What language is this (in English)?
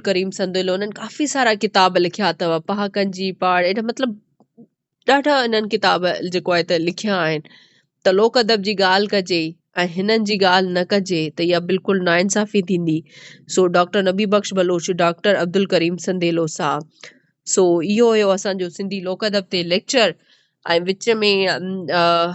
Sindhi